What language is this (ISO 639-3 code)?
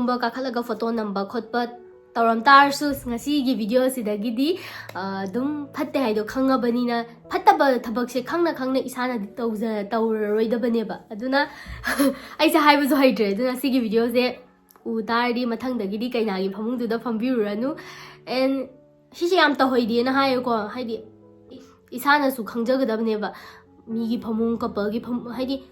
mni